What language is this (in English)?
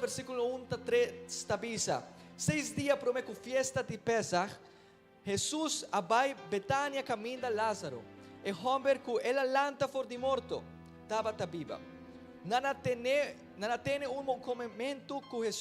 Papiamento